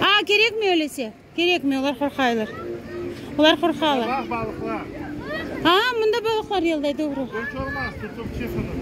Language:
Crimean Tatar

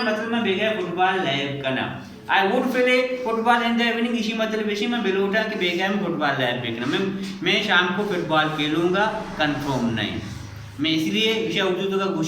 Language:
Baluchi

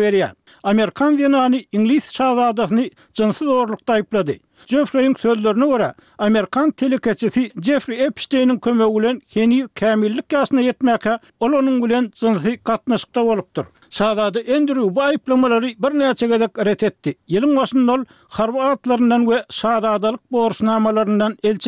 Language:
Turkmen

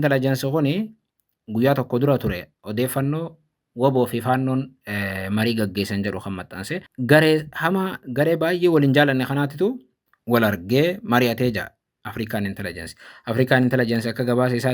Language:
Oromo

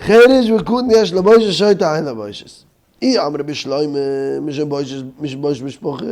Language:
Yiddish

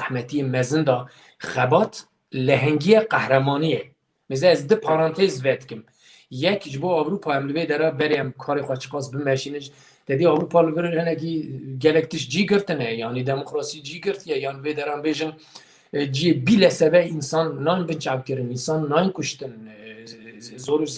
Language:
Kurdish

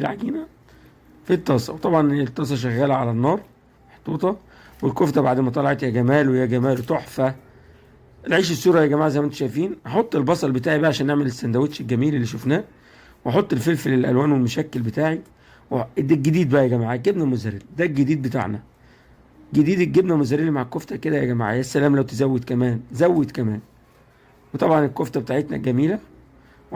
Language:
Egyptian Arabic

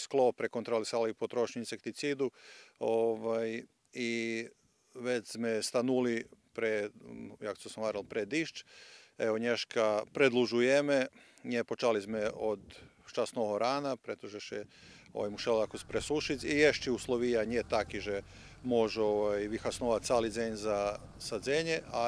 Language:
Rusyn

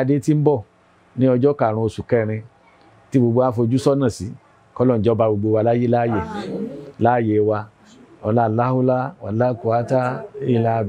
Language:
Yoruba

